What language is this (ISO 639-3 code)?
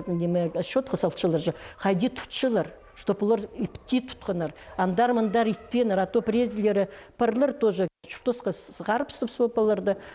kjh